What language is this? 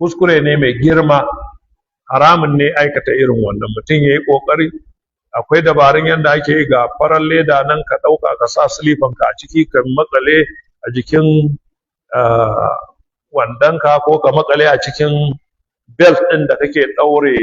Hausa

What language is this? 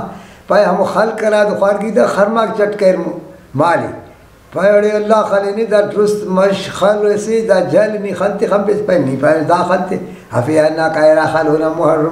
Brahui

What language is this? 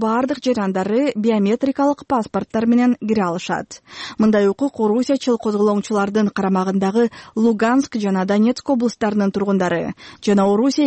Kyrgyz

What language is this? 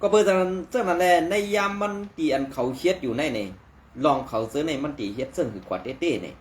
Shan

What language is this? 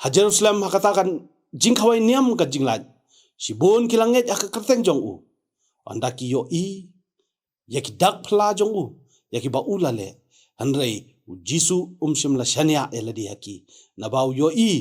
Khasi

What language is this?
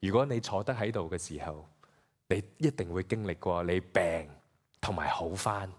Cantonese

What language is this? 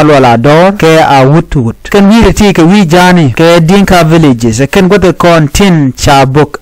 Nuer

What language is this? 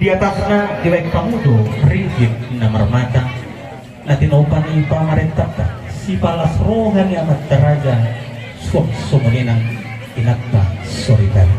Batak Toba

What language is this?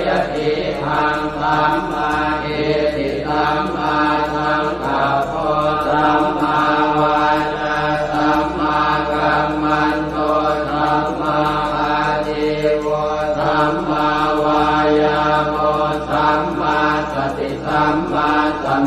Pali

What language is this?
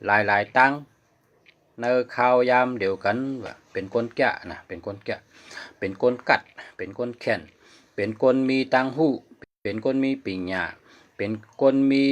Shan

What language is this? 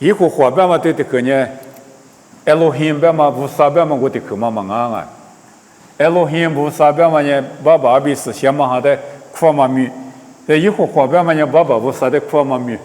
Lisu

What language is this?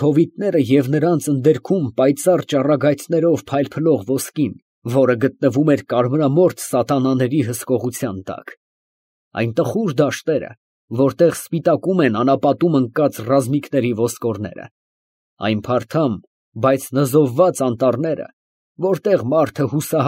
Armenian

